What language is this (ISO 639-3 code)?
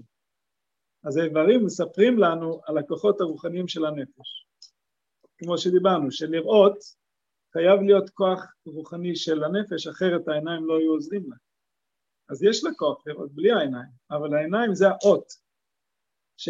heb